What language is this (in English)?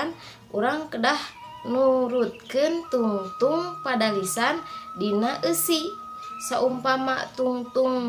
Sundanese